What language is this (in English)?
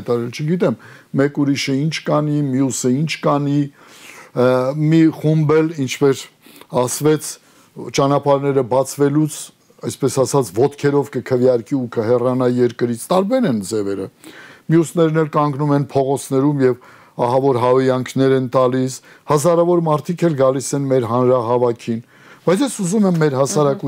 Armenian